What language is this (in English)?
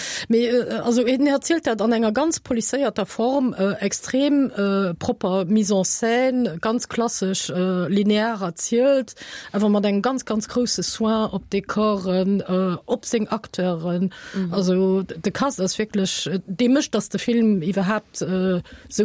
Luxembourgish